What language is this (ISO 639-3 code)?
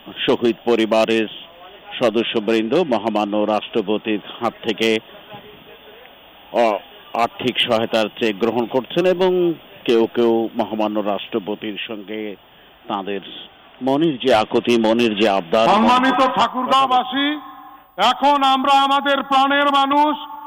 ben